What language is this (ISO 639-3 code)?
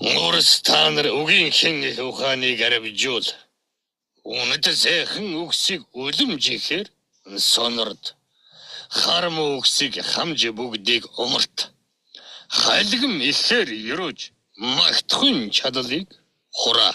mon